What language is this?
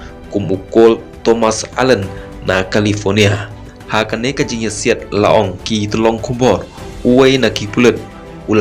Khasi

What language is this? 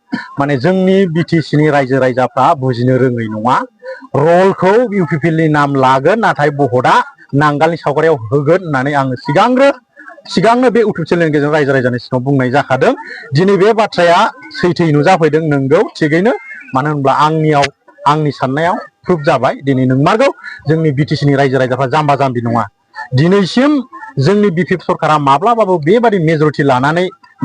Bodo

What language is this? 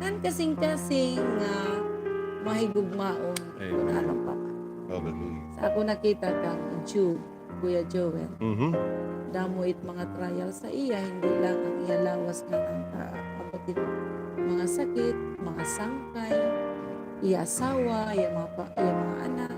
Waray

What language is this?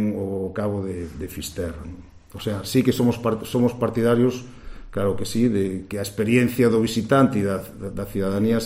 Galician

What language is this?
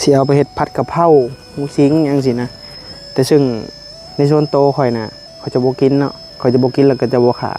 Northeastern Thai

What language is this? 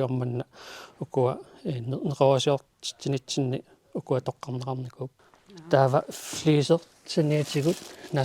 Kalaallisut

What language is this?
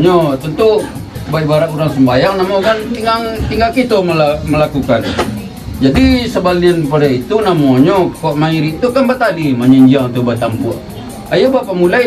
Minangkabau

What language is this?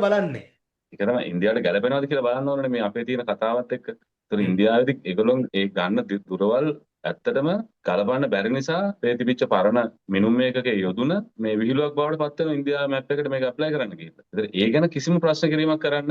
Sinhala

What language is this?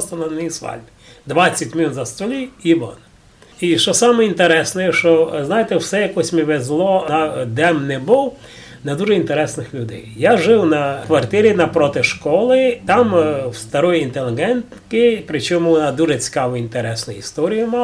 Rusyn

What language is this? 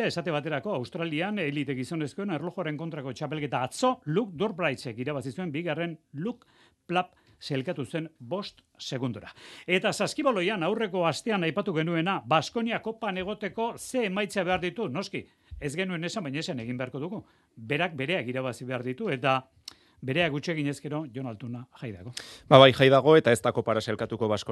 Basque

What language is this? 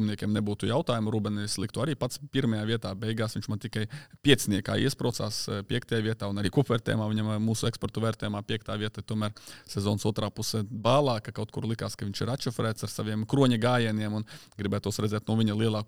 Latvian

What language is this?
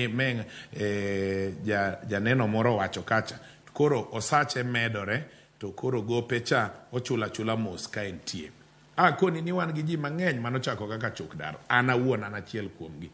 Luo (Kenya and Tanzania)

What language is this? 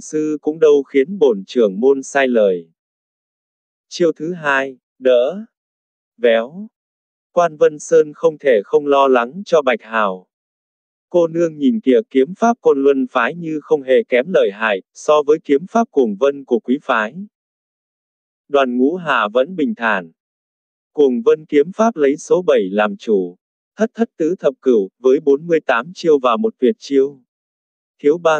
Vietnamese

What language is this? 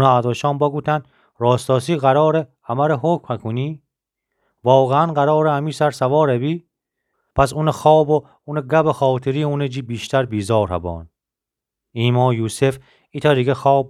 Gilaki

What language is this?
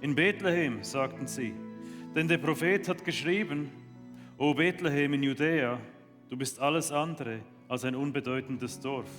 Swiss German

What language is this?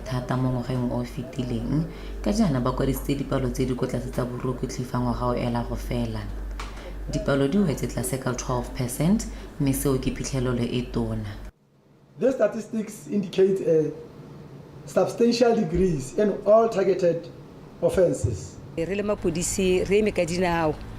Tswana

